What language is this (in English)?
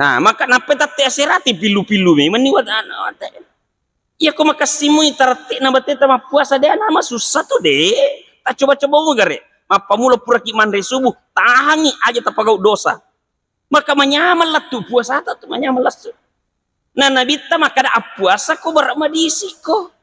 Buginese